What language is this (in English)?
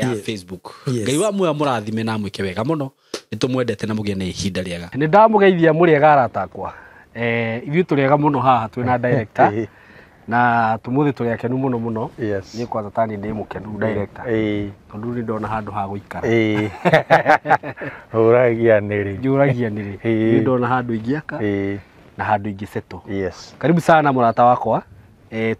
Kikuyu